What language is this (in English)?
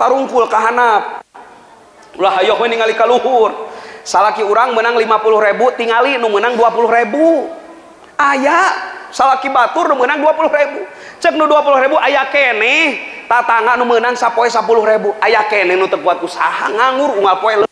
Sundanese